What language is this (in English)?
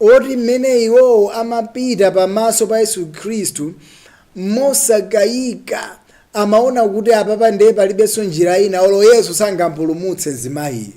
Nyanja